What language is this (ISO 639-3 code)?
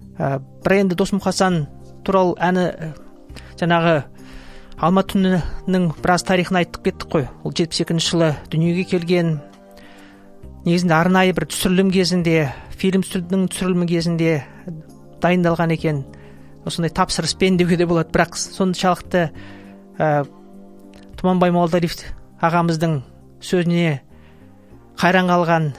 kaz